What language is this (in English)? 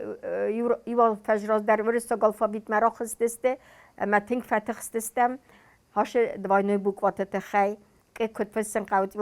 Ossetic